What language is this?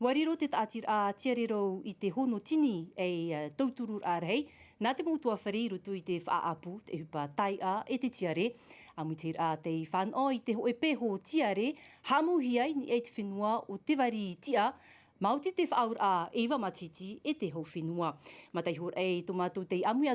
Tahitian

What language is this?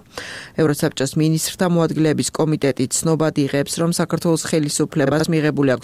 Georgian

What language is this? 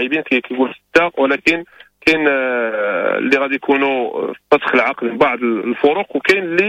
Moroccan Arabic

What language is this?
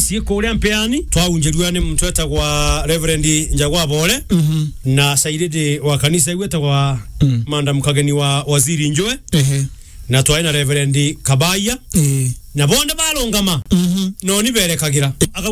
Meru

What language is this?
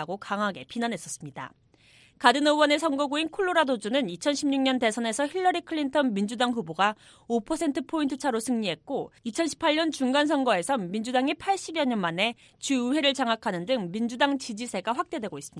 Korean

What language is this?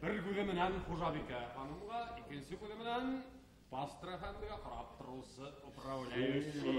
Bashkir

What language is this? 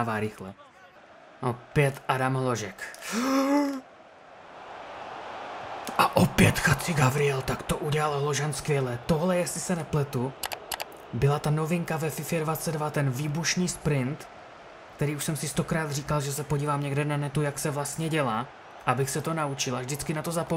Czech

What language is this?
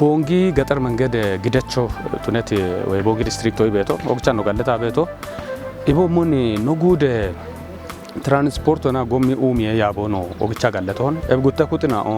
Kafa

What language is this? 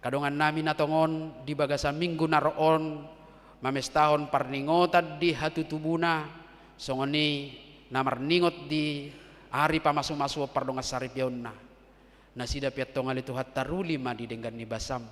Batak Toba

